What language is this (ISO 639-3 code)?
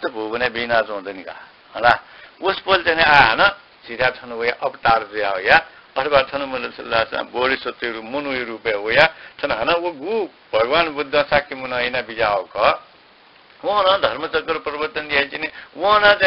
new